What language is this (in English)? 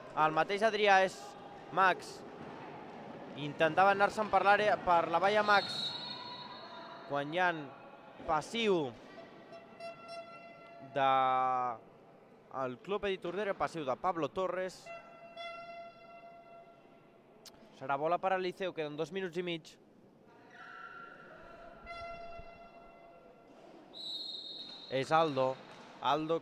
Catalan